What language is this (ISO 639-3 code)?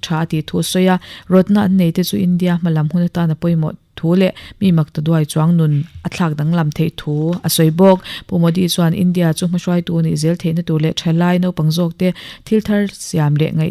lus